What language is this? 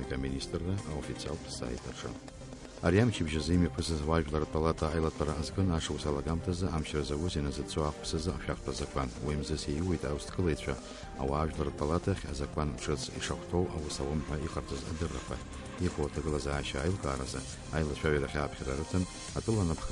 Abkhazian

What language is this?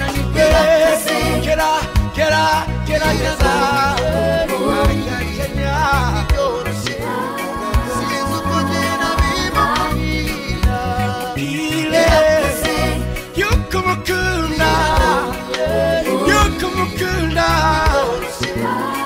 Kinyarwanda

